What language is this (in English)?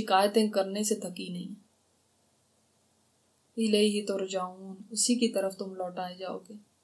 Urdu